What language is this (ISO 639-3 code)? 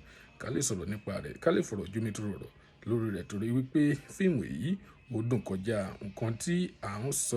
yor